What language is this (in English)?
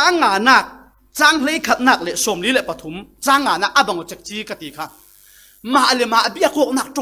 Falam Chin